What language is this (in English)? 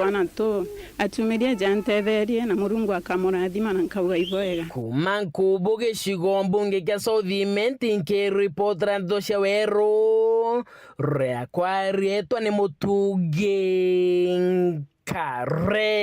Meru